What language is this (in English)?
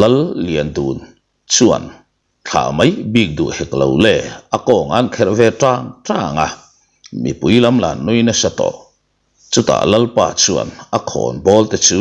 Mizo